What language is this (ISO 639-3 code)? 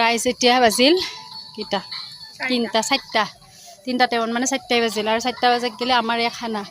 asm